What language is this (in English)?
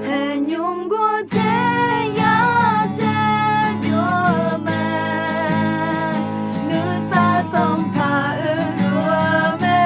Akha